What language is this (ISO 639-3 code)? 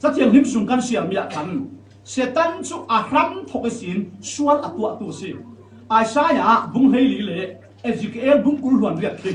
cfm